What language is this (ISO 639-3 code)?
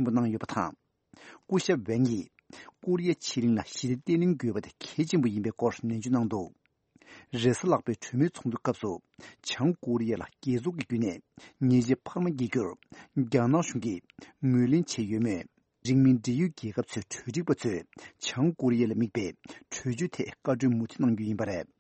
bod